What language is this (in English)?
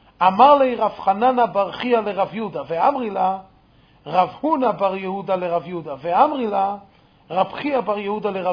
Hebrew